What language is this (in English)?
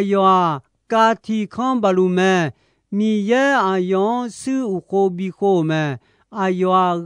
Akha